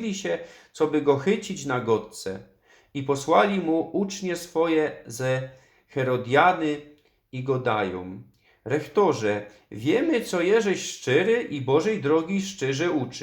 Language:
Silesian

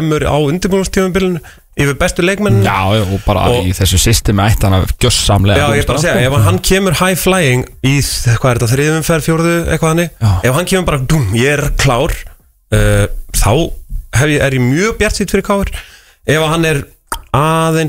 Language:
Icelandic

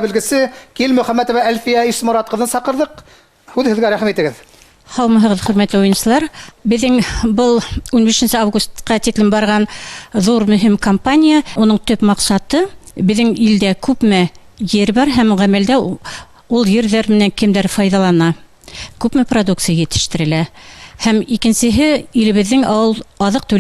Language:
Bashkir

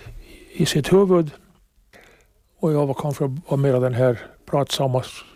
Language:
Swedish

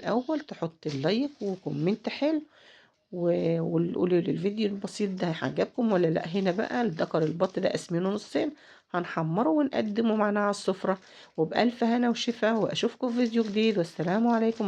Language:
Egyptian Arabic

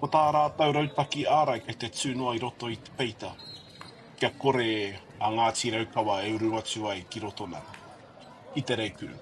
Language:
Māori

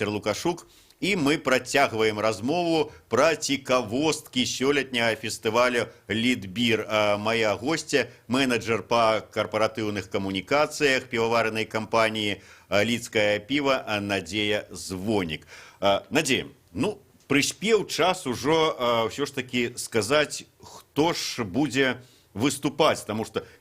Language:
Belarusian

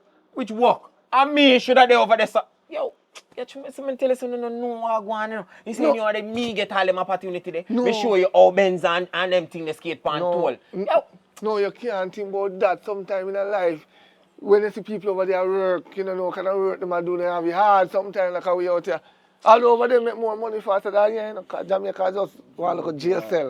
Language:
Jamaican Creole English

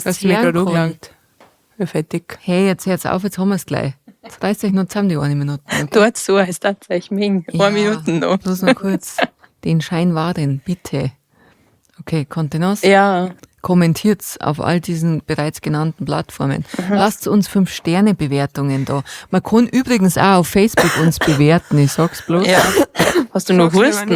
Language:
Bavarian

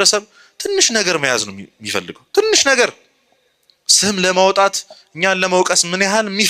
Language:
Amharic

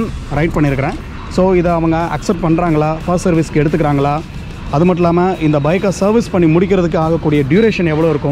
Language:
Tamil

